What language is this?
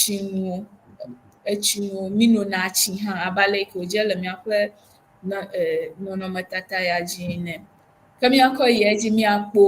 Ewe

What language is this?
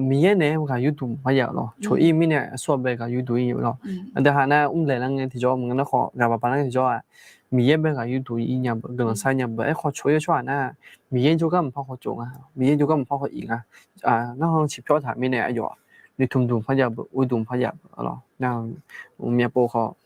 Akha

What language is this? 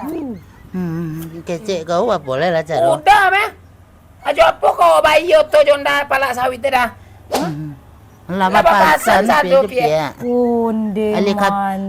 Minangkabau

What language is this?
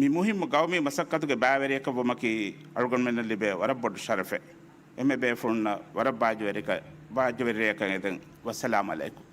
Divehi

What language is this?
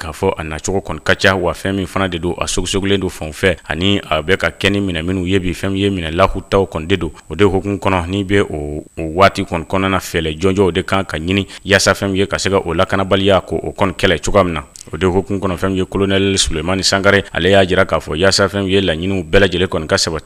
Bambara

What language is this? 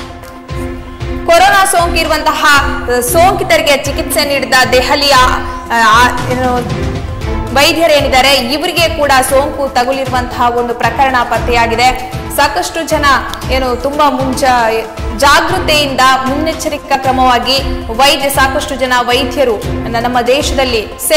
Kannada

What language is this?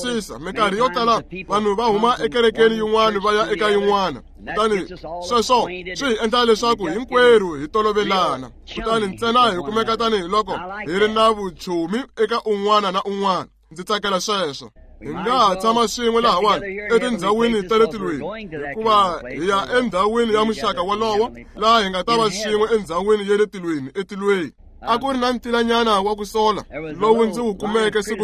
Tsonga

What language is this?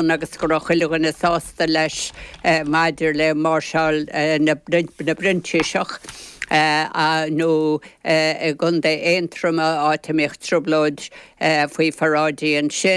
Irish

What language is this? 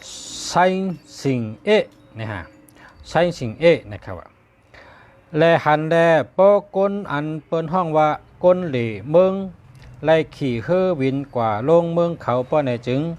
Shan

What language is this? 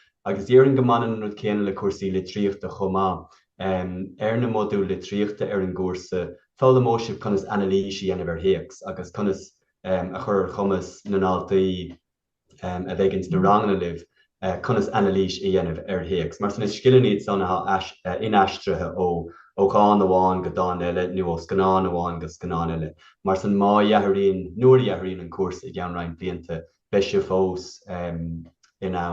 Irish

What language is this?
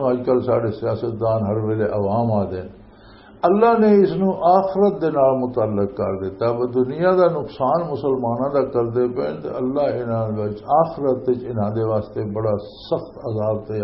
Western Panjabi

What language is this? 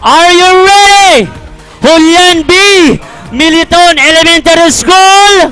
Bikol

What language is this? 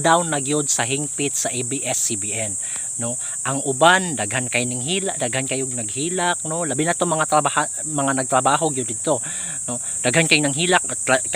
Cebuano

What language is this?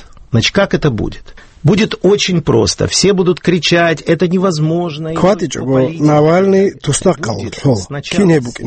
Avaric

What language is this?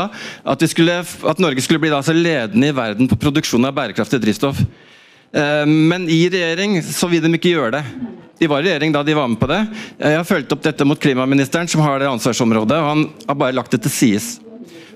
Norwegian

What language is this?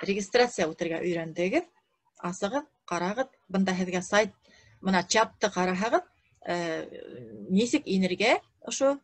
Bashkir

